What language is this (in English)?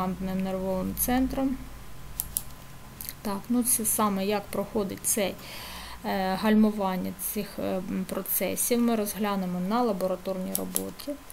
Ukrainian